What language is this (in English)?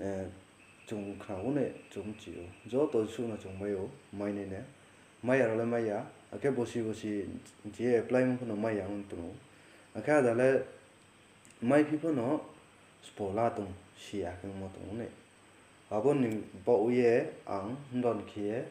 Riang (India)